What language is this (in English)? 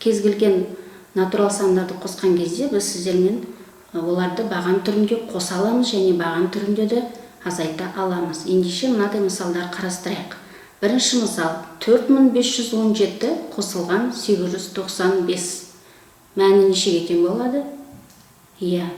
Kazakh